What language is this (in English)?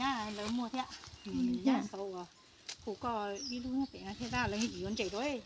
Hmong